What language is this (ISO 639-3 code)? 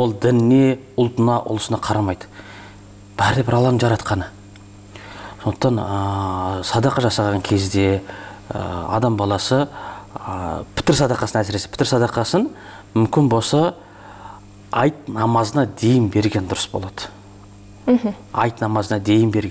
kaz